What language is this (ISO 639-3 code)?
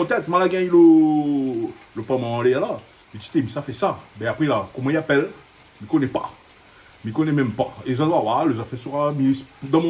rcf